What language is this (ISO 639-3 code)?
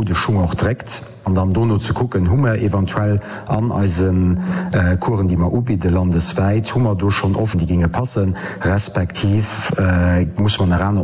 ltz